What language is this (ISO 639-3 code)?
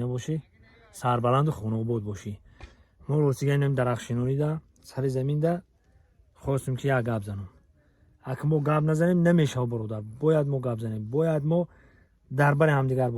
tgk